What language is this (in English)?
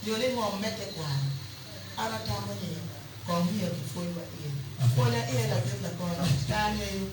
Acoli